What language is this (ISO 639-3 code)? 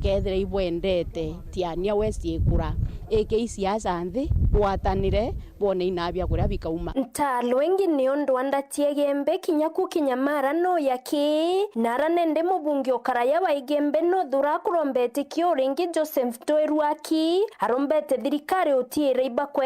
mer